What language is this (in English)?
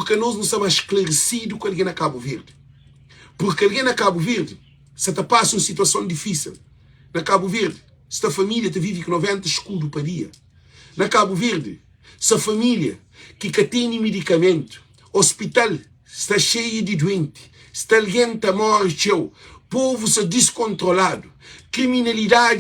Kabuverdianu